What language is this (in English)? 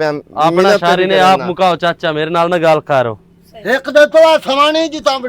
Western Panjabi